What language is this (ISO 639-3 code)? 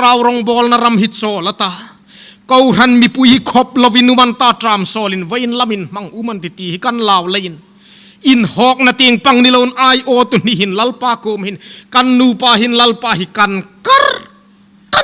hmr